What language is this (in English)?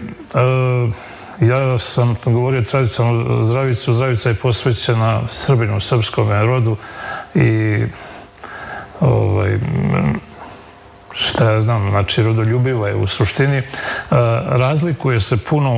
Serbian